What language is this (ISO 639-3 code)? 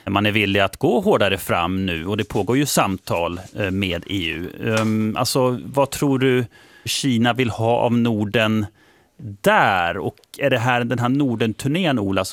swe